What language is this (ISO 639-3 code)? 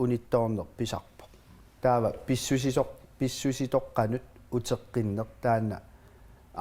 kal